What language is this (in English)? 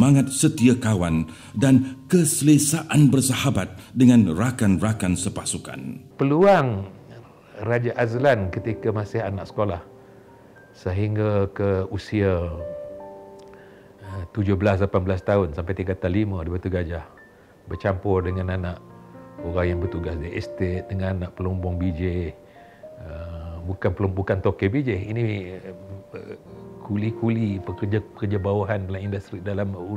Malay